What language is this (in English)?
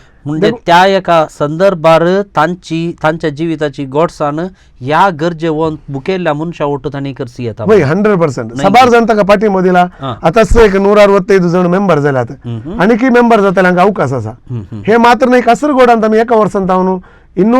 Konkani